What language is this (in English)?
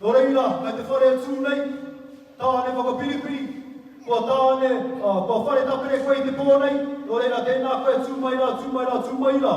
Māori